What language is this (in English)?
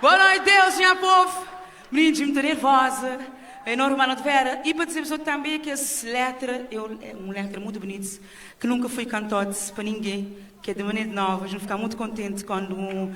Kabuverdianu